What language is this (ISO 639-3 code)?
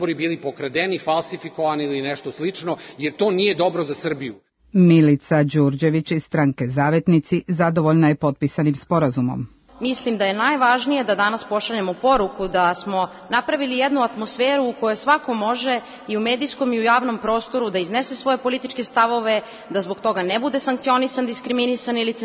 srp